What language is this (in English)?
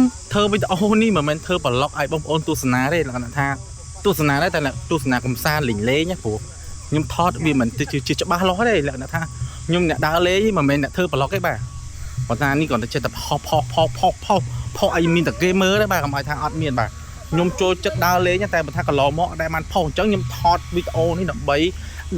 Khmer